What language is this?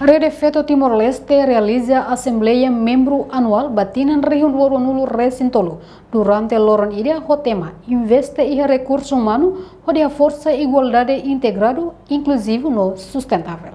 Tetum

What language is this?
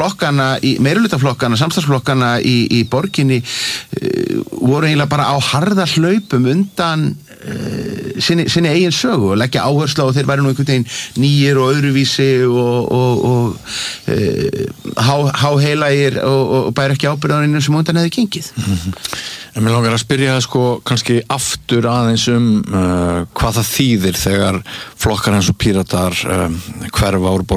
Icelandic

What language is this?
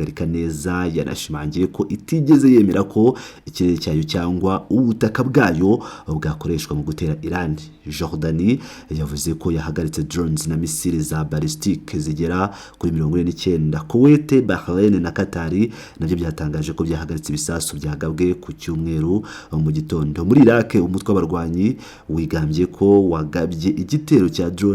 Kinyarwanda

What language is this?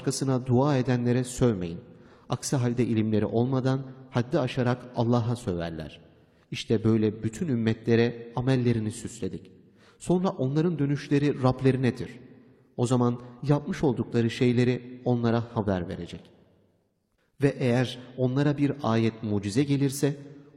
Turkish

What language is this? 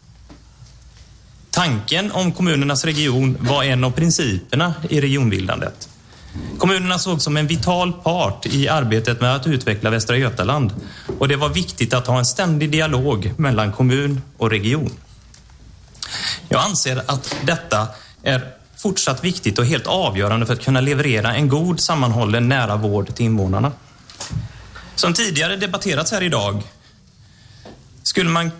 Swedish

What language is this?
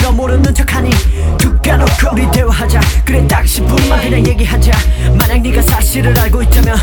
Korean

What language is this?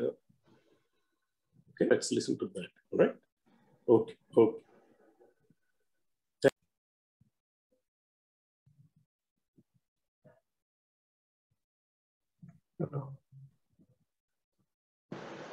Odia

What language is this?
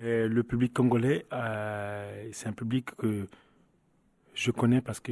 French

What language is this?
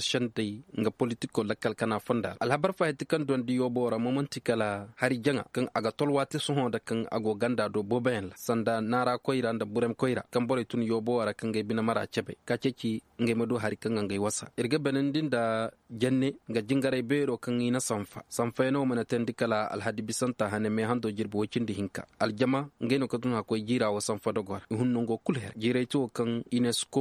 Koyraboro Senni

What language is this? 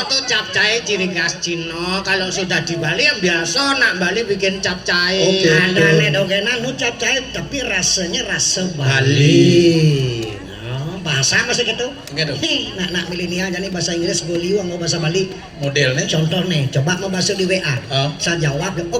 Balinese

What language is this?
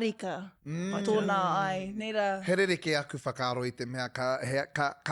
Māori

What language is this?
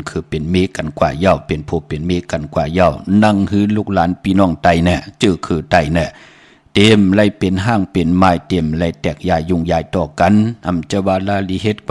Shan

